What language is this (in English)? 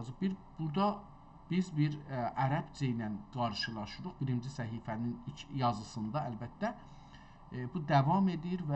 South Azerbaijani